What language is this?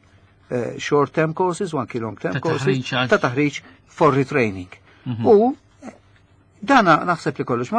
Maltese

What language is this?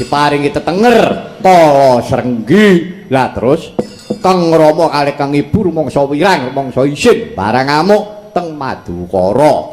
Javanese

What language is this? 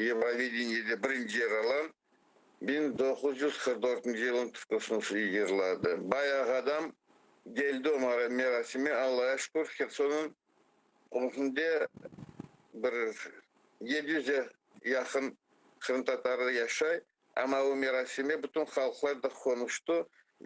Crimean Tatar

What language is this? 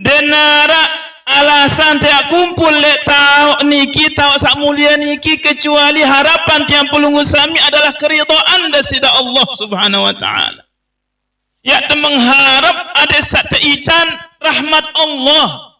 Sasak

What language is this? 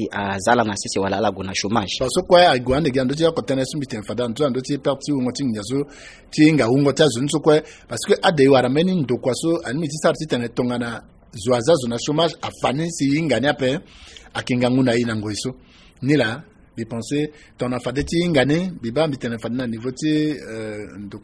Sango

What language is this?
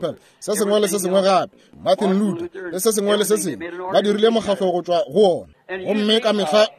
Northern Sotho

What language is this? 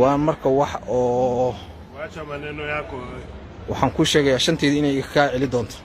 Somali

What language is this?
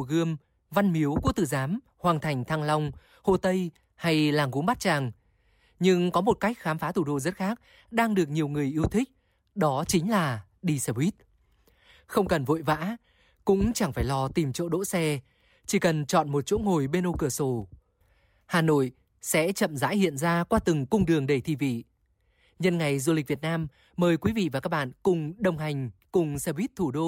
Vietnamese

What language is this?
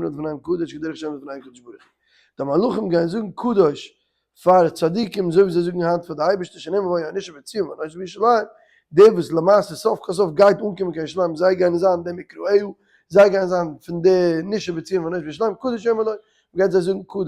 Yiddish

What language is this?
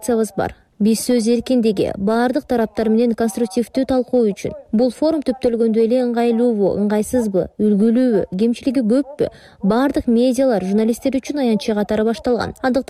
Kyrgyz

